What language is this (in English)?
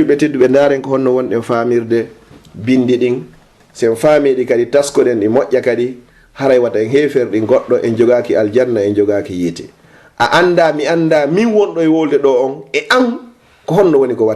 Fula